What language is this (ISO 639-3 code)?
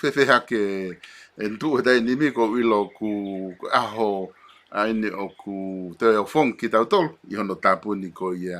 ton